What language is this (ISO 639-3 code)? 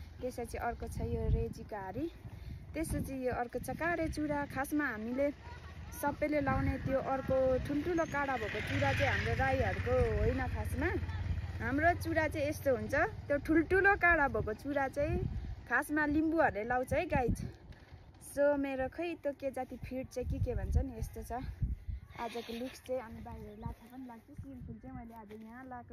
nep